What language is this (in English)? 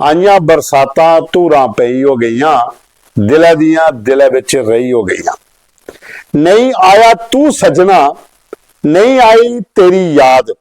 Dogri